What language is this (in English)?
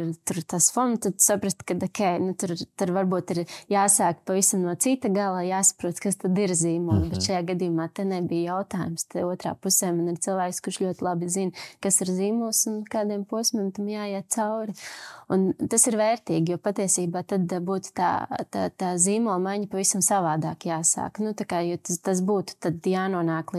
Latvian